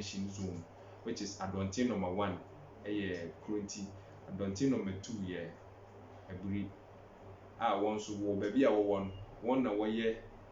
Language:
Akan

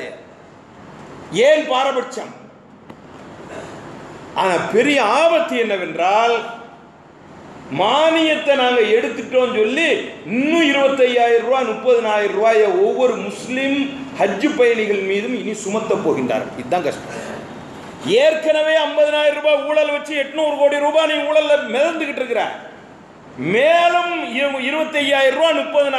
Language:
Tamil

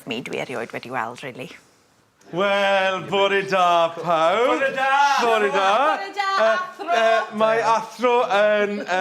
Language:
Welsh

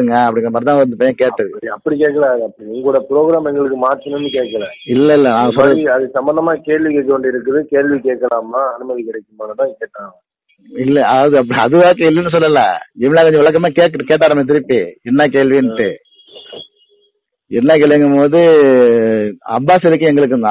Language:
Tamil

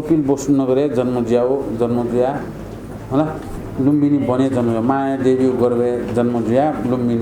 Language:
Newari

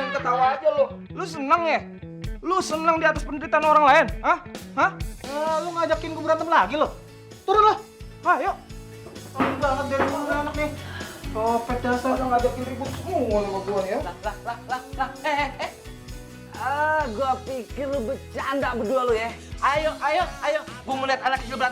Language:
Betawi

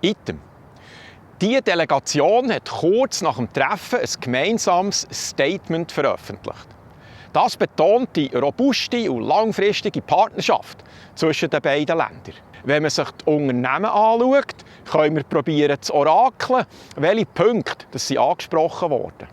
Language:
Swiss German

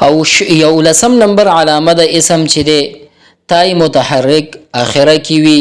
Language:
Pashto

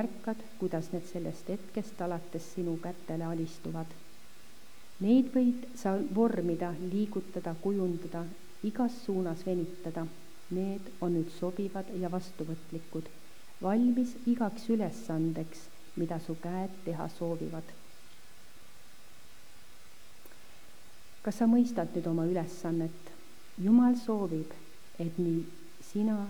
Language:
Estonian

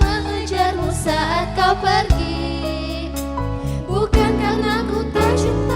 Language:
Musi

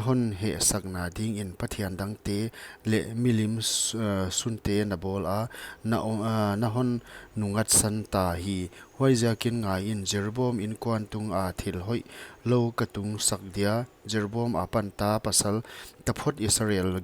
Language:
Paite Chin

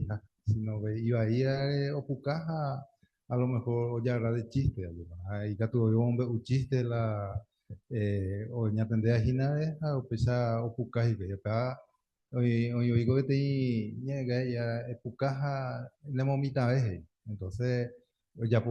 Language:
Guarani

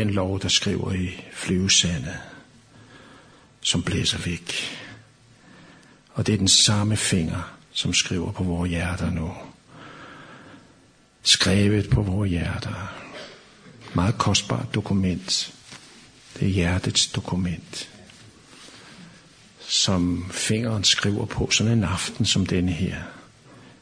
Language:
Danish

